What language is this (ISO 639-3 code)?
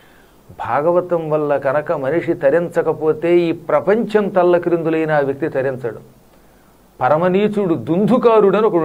tel